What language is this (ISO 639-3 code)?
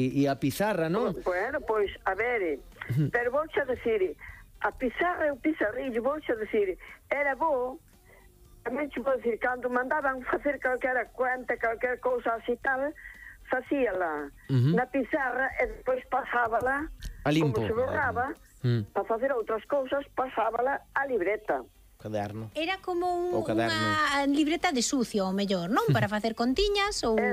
glg